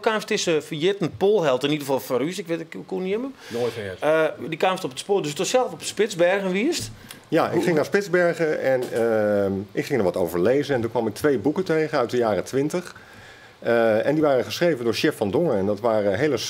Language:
Western Frisian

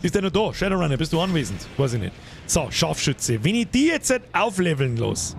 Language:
Bavarian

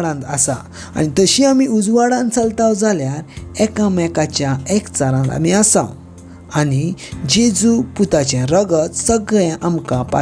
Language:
Konkani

